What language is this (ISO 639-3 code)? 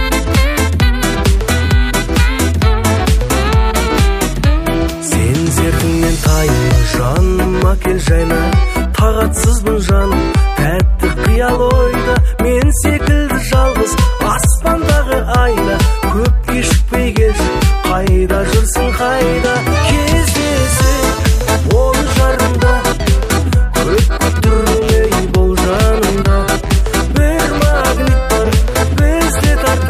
kaz